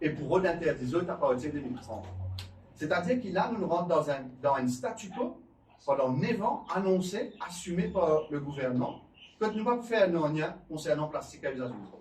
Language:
Morisyen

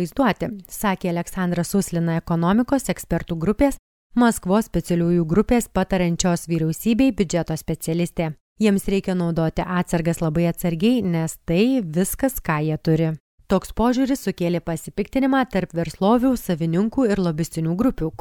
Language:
Lithuanian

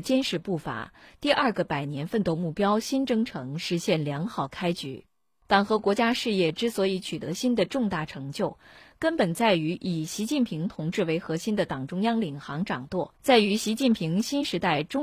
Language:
Chinese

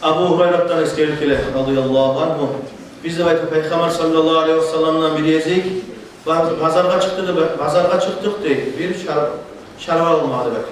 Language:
Kumyk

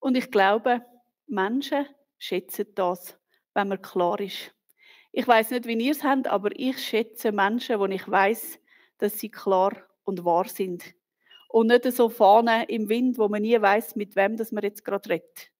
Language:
Swiss German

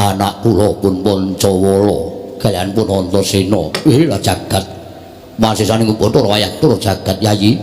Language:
Javanese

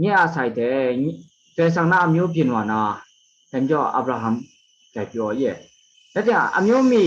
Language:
Kachin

